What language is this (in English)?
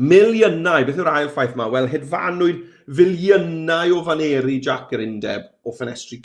Welsh